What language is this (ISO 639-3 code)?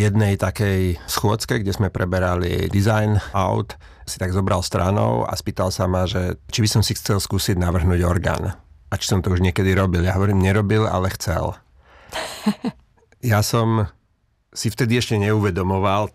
slk